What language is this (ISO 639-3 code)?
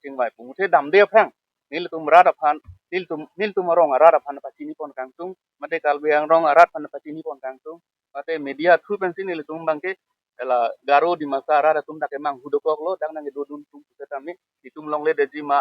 mjw